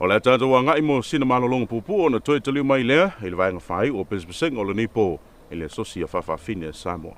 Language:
Samoan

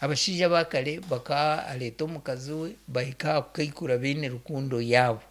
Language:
Nyankole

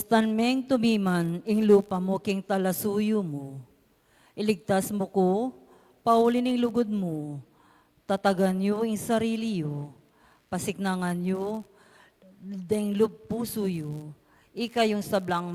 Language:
Pampanga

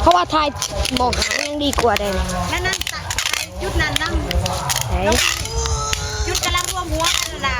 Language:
Lao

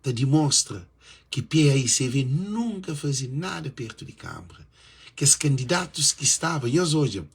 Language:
Kabuverdianu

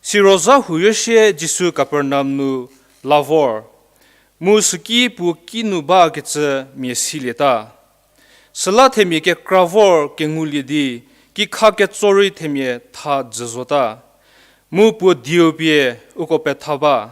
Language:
Angami Naga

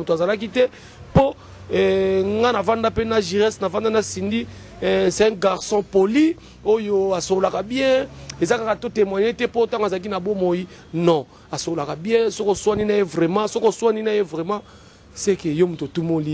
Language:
Lingala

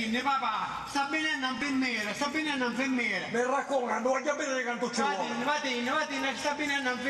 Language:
Sicilian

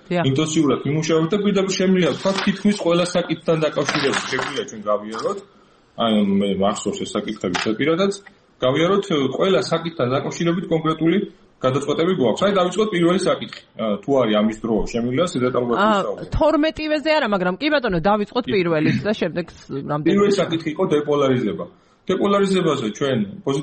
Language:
Georgian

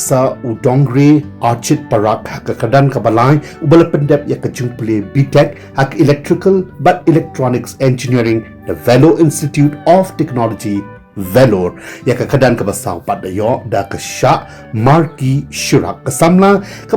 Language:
Khasi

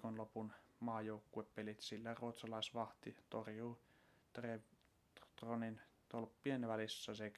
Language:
Finnish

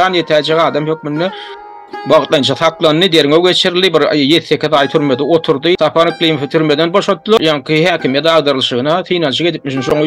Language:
Turkmen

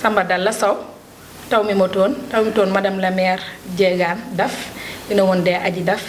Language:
Fula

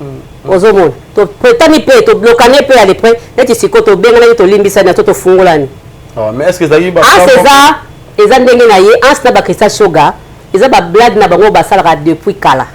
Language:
Lingala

